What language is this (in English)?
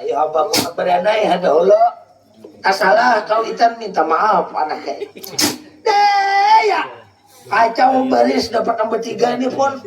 Banjar